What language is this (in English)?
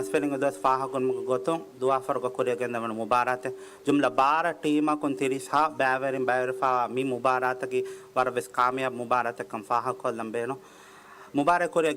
Divehi